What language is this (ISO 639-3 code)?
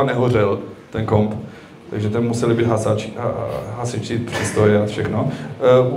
ces